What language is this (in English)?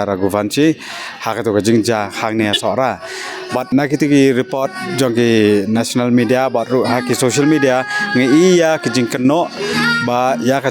Khasi